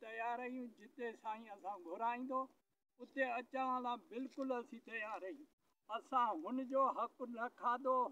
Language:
Sindhi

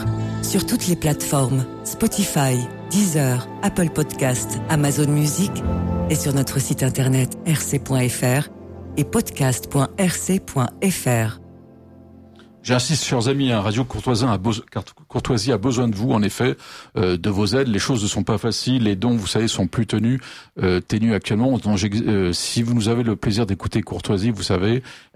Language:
French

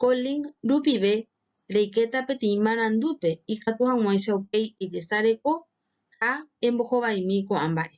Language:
Guarani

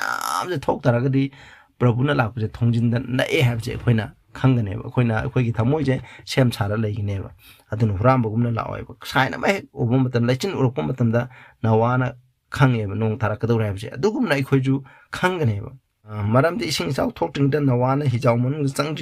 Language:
Manipuri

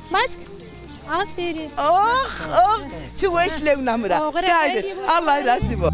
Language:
Zaza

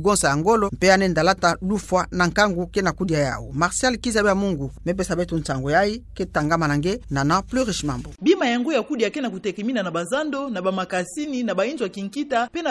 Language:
Kituba (Democratic Republic of Congo)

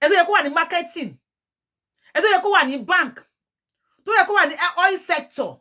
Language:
Yoruba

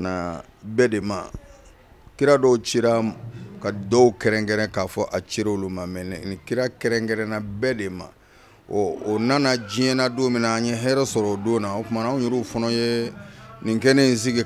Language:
Bambara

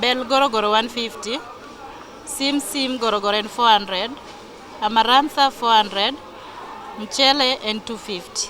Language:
Luo (Kenya and Tanzania)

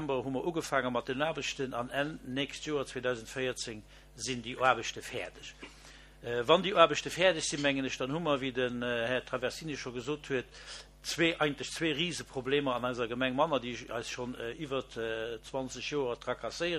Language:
Luxembourgish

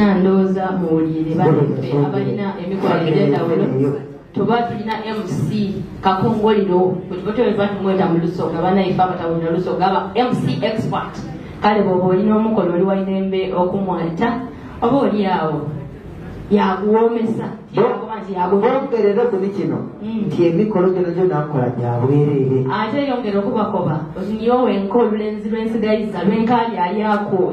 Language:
Soga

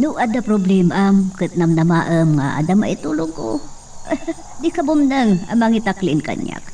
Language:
Iloko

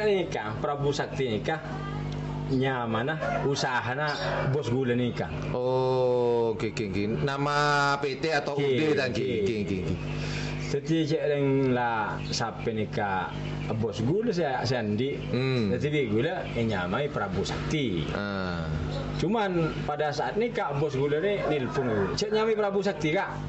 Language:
Madurese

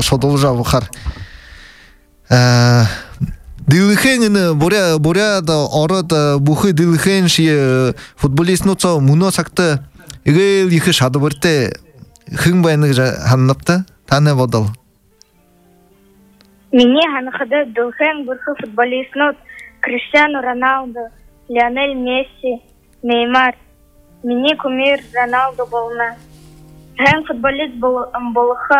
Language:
Buriat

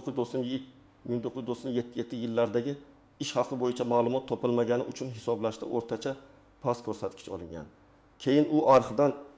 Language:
Uzbek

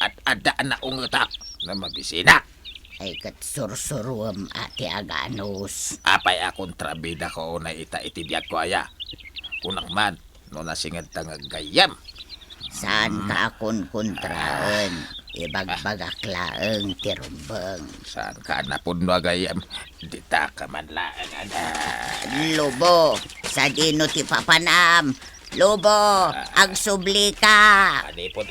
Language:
Iloko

